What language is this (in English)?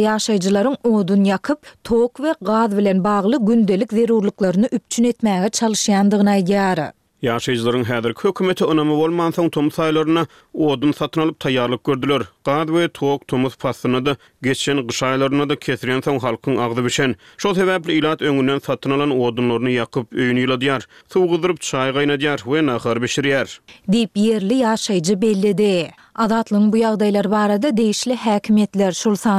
Turkmen